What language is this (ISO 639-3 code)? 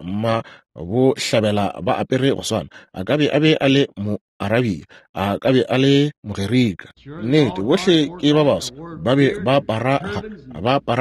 nso